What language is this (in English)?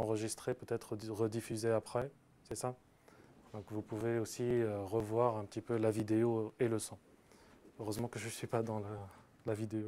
French